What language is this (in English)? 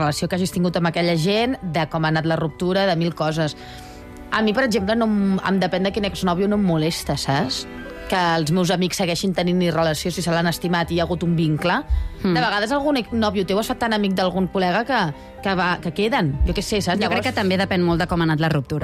Catalan